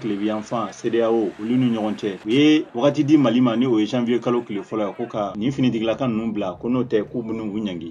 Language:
Bambara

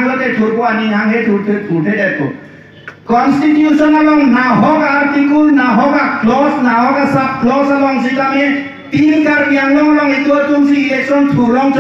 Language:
Karbi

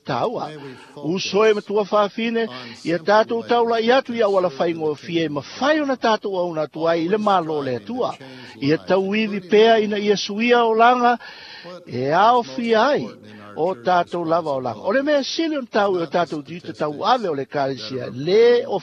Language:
Samoan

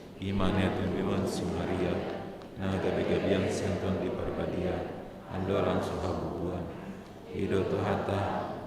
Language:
Batak Toba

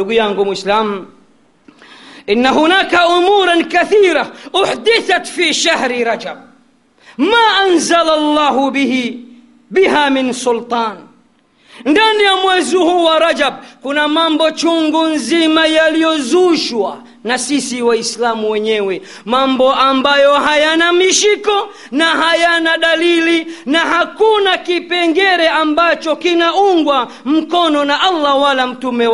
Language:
Swahili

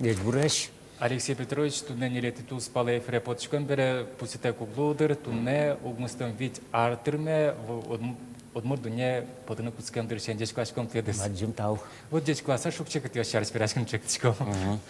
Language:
Udmurt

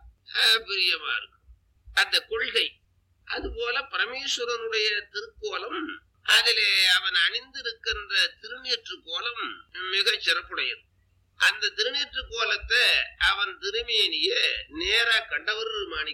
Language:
Tamil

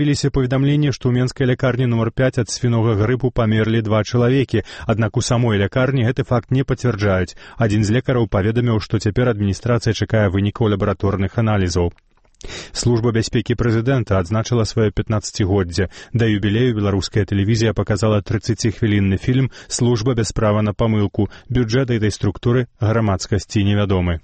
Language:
Belarusian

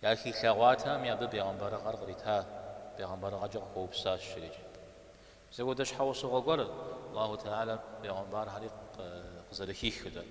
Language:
Kabardian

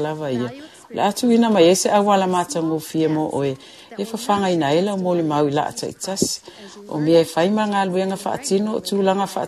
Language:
Samoan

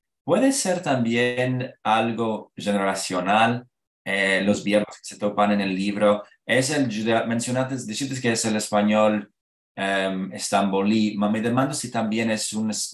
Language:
Ladino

